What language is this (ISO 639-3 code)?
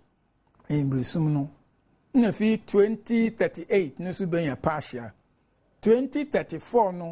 aka